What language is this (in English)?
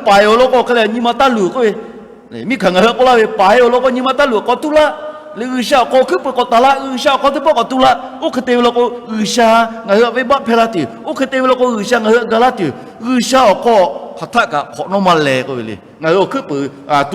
Lahu